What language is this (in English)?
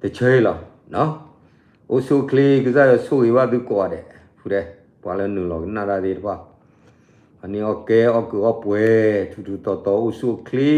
S'gaw Karen